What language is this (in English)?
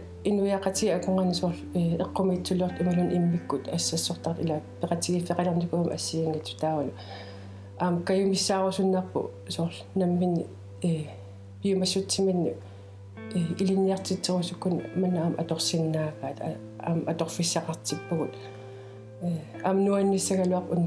Kalaallisut